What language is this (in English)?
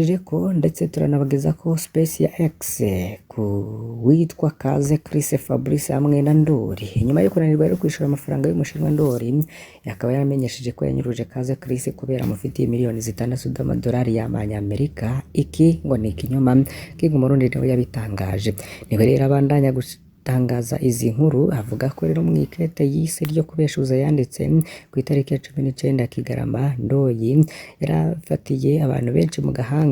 Rundi